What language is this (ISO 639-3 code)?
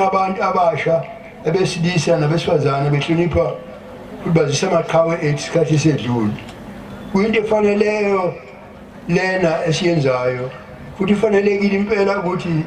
zul